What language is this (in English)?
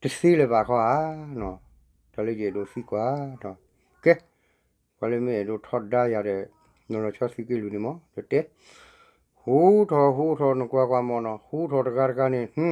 S'gaw Karen